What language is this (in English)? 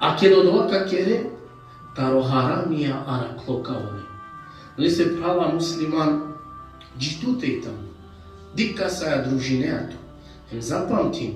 Balkan Romani